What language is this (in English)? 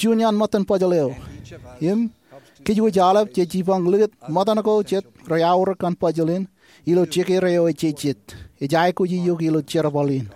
Marshallese